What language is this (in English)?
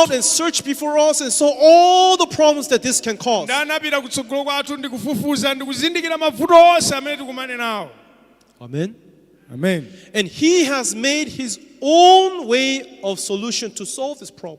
Nyanja